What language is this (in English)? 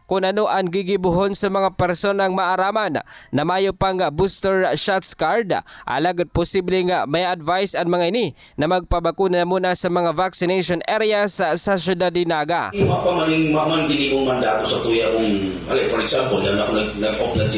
Bikol